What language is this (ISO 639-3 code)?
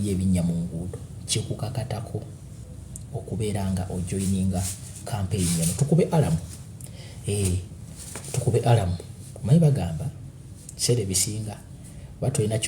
lug